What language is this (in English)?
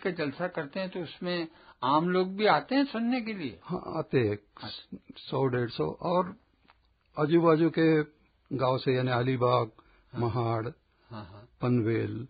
Hindi